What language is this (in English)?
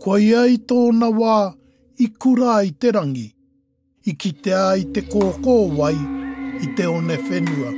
Māori